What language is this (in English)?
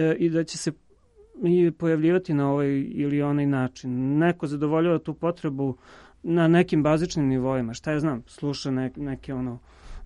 Serbian